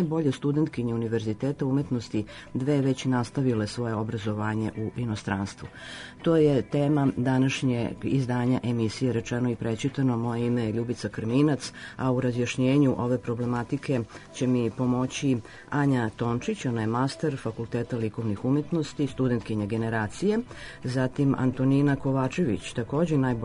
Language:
Serbian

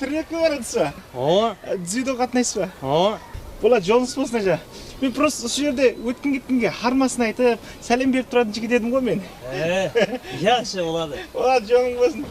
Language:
Kara-Kalpak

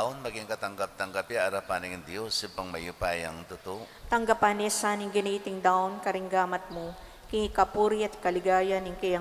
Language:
Pampanga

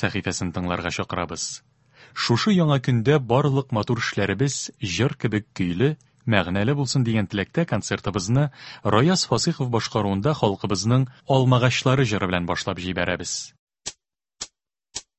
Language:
Tatar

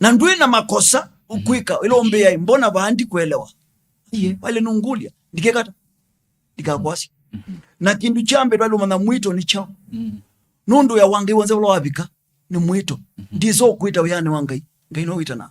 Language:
Kamba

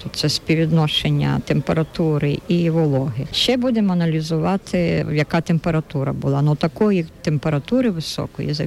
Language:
Ukrainian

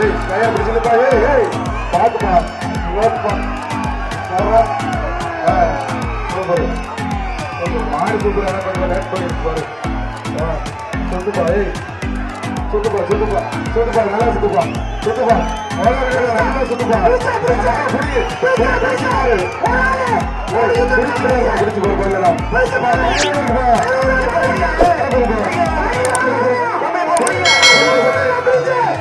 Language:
Tamil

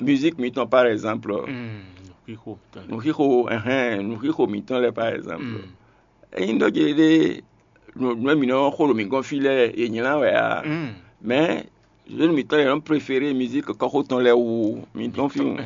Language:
Fon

